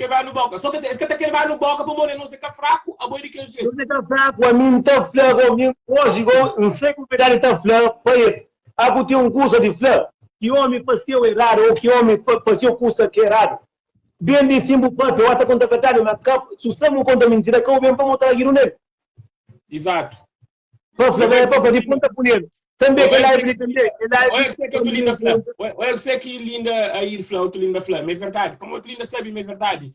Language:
Kabuverdianu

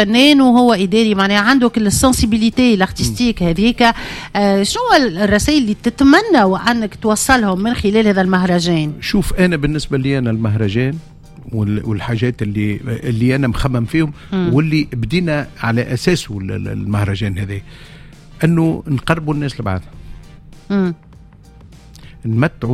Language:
Tunisian Arabic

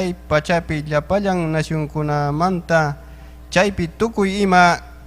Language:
Ayacucho Quechua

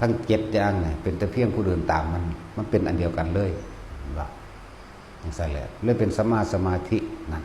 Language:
Northeastern Thai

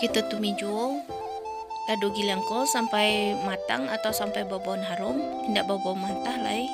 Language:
Minangkabau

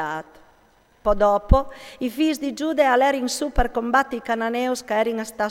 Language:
Friulian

